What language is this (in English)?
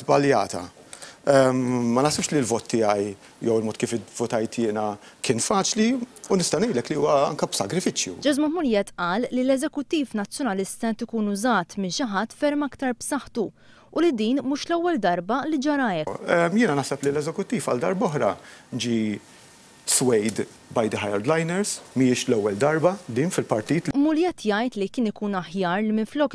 Maltese